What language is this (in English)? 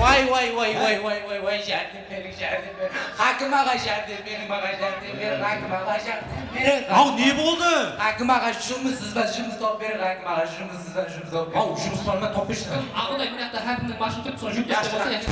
Kara-Kalpak